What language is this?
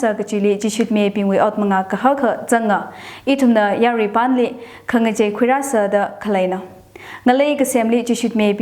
Tangkhul Naga (India)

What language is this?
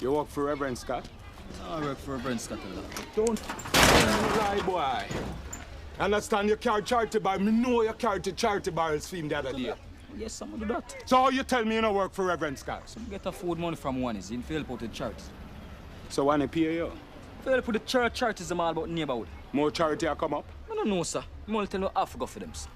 Jamaican Creole English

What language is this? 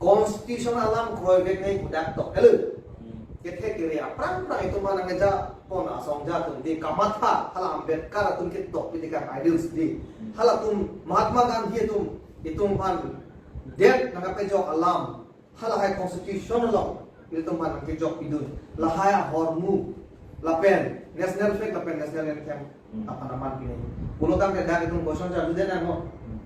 Karbi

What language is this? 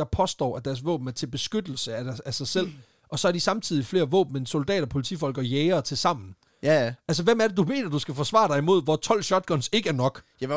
Danish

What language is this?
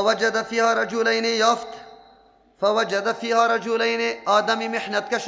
Persian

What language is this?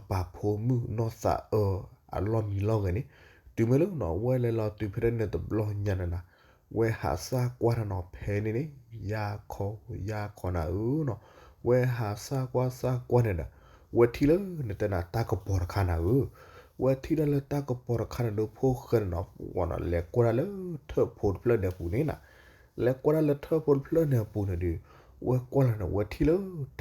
S'gaw Karen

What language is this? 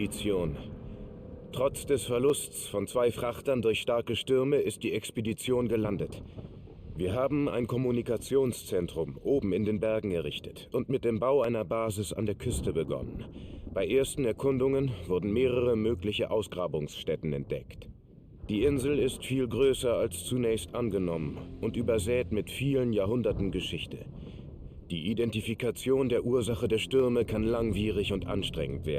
Bavarian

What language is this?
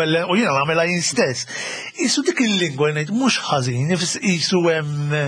Maltese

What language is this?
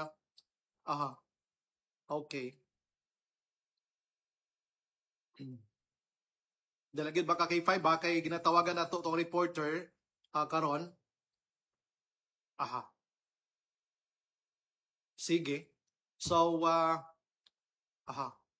Cebuano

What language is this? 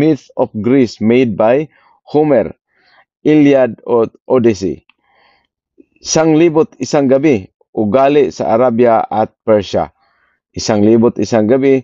Filipino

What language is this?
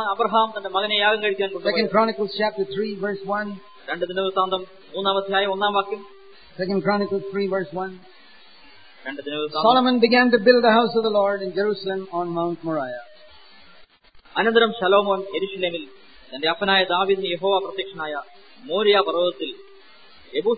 Malayalam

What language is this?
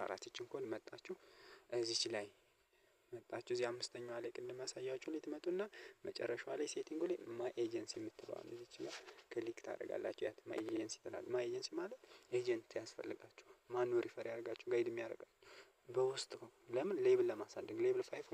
Amharic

